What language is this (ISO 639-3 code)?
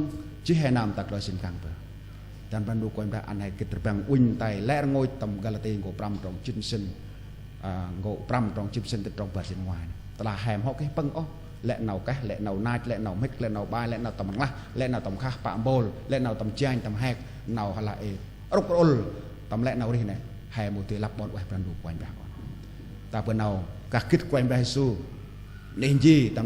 cmo